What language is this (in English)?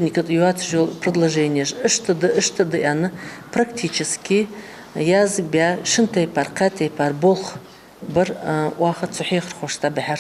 Ingush